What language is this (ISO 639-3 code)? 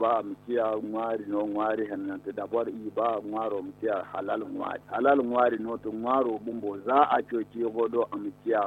dje